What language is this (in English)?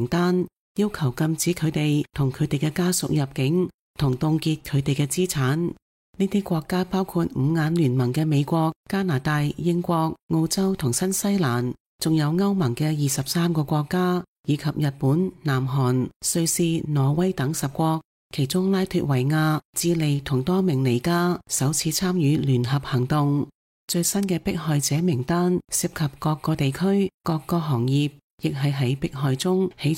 Cantonese